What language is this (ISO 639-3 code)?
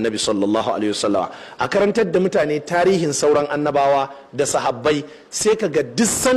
hau